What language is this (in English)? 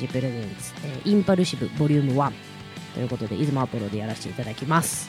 Japanese